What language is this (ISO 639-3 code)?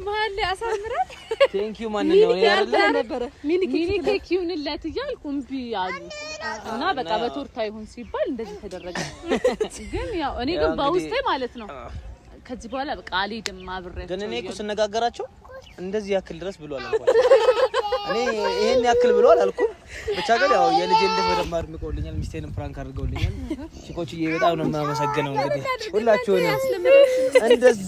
amh